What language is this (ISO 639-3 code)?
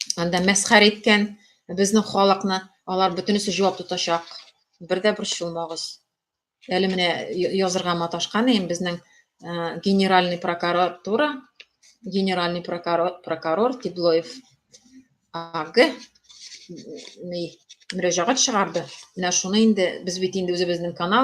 tat